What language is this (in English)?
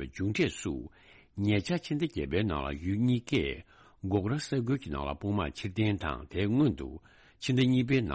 Tibetan